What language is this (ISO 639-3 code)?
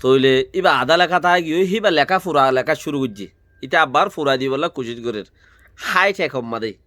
rhg